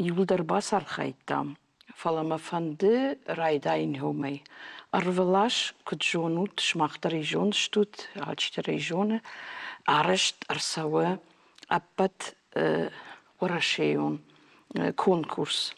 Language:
Ossetic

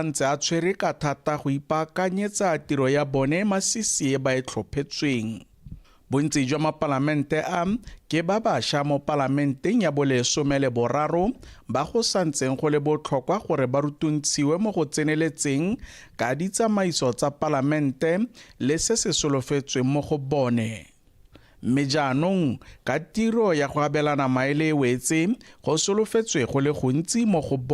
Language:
Tswana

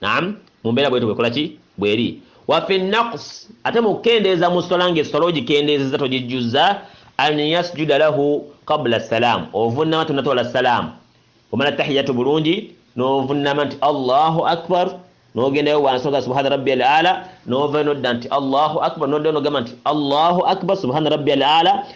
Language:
Ganda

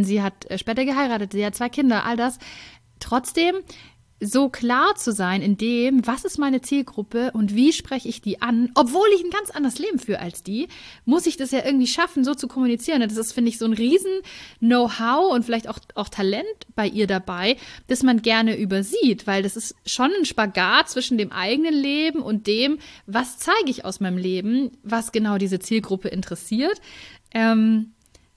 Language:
German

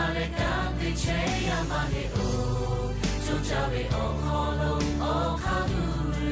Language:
Lahu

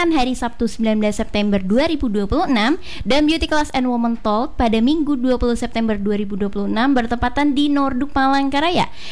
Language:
Indonesian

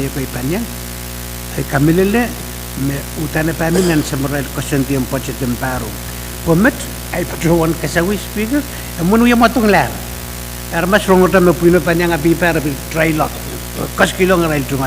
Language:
Pohnpeian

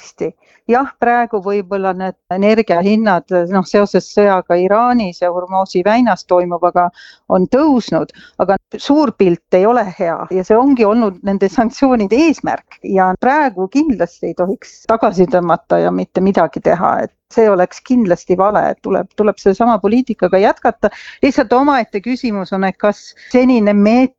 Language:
Estonian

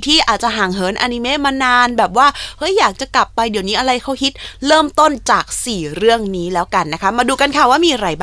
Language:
Thai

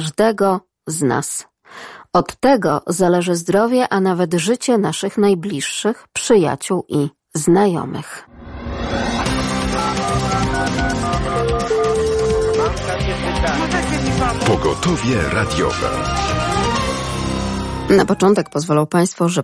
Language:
Polish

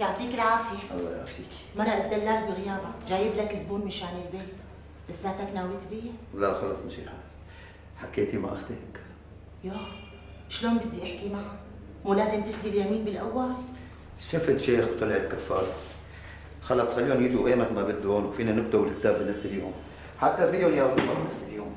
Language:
North Levantine Arabic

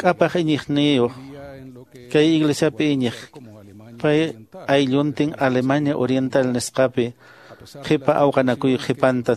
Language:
Quechua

